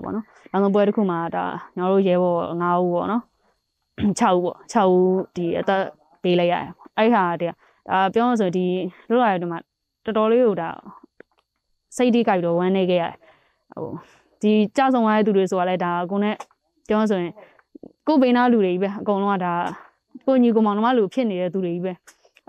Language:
Burmese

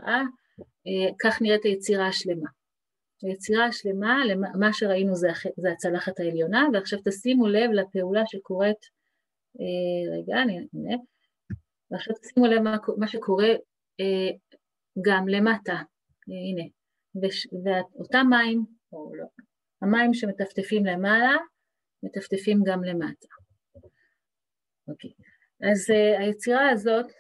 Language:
Hebrew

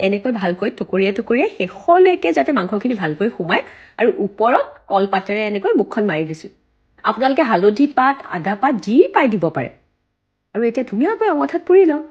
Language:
Assamese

